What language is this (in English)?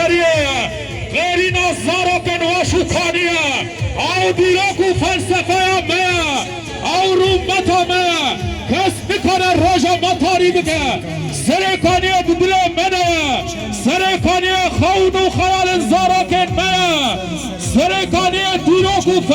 Kurdish